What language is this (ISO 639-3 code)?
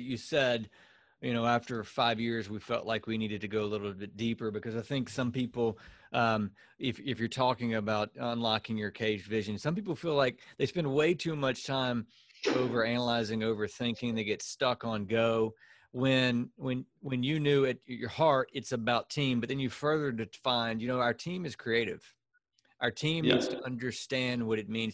eng